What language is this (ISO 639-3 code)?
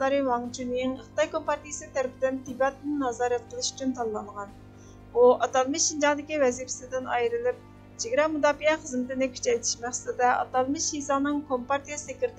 uig